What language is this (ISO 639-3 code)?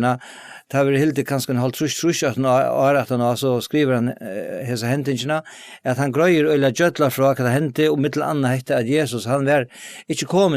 fao